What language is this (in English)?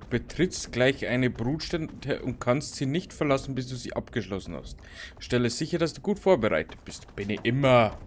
Bavarian